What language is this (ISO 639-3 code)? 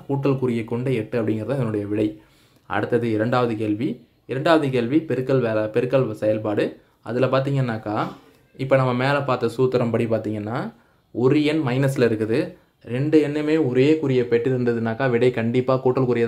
tam